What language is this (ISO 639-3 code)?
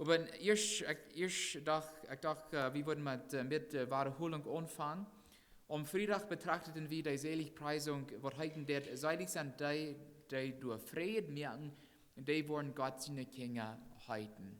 pdt